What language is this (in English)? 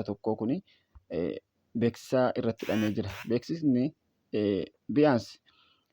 Oromo